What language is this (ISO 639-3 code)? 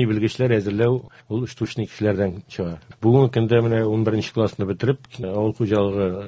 tat